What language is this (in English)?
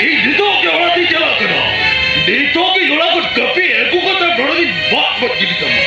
Santali